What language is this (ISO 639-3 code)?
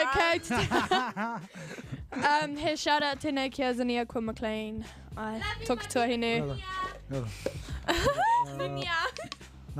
mri